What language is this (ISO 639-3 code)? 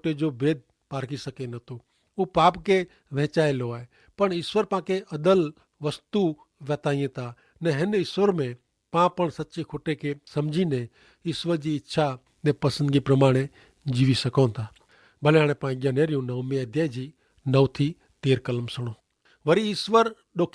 kfr